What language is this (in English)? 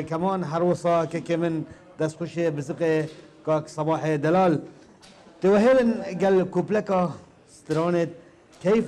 Kurdish